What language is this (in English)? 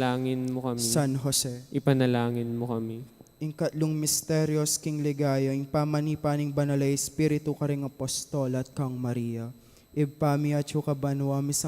Pampanga